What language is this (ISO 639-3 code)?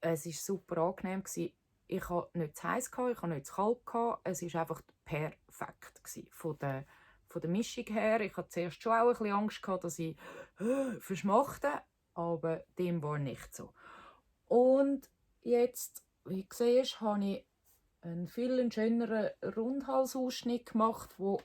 gsw